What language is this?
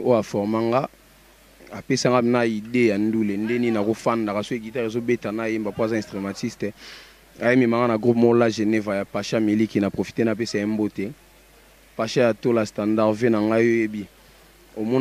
Lingala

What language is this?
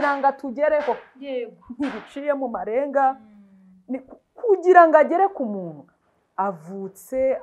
Kinyarwanda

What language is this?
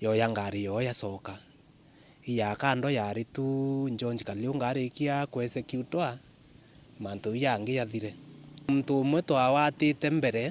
Meru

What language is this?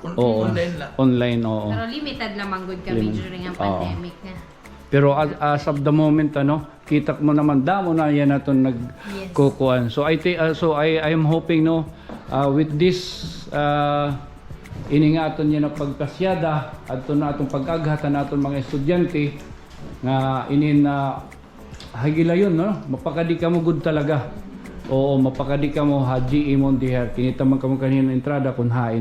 Waray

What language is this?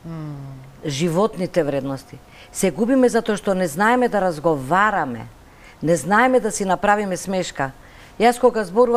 Macedonian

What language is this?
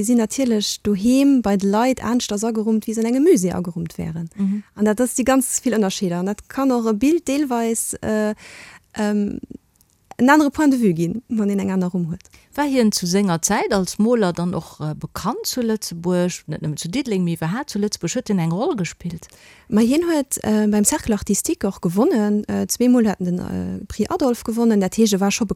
Luxembourgish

